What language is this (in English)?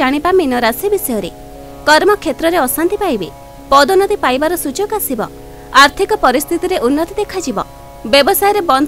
Odia